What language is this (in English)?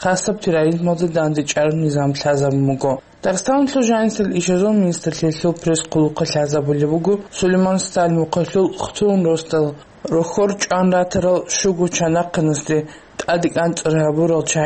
Avaric